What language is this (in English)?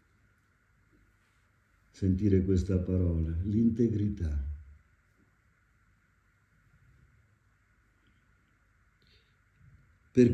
Italian